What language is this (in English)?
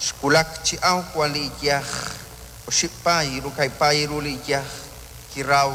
Kekchí